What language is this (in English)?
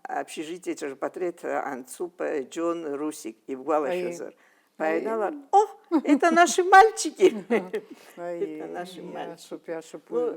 Abkhazian